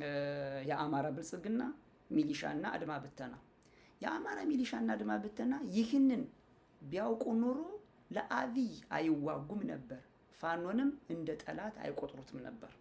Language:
Amharic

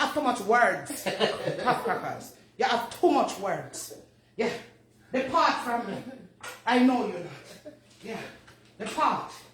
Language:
Jamaican Creole English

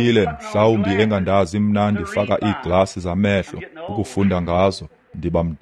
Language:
Xhosa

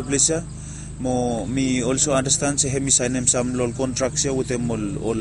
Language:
Bislama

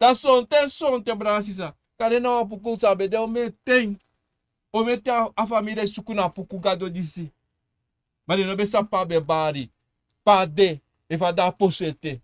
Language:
Sranan Tongo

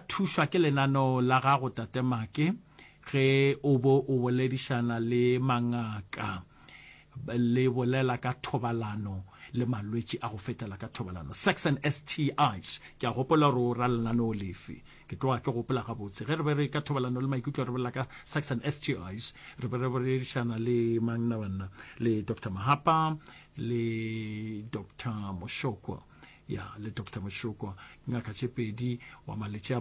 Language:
Northern Sotho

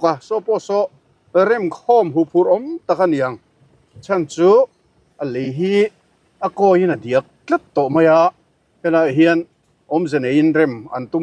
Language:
Mizo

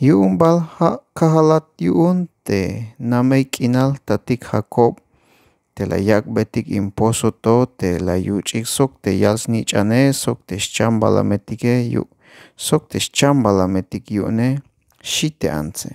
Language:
Tzeltal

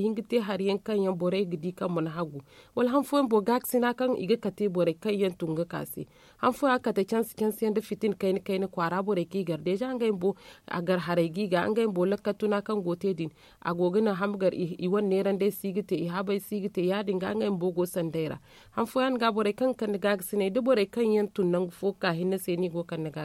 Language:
Zarma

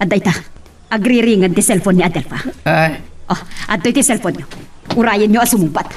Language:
Iloko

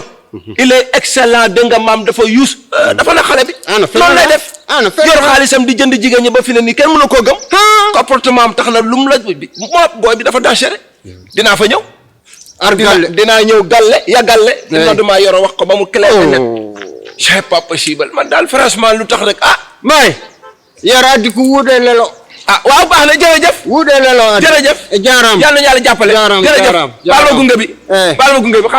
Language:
Fula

